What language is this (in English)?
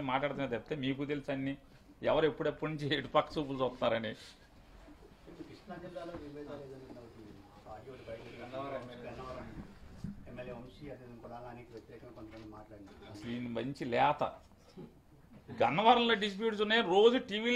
Telugu